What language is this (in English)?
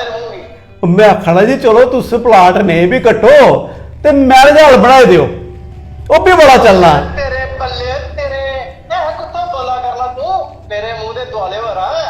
Dogri